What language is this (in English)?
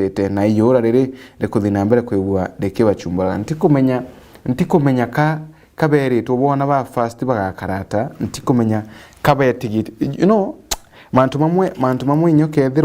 Meru